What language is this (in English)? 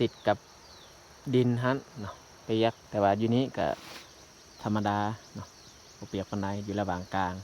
Lao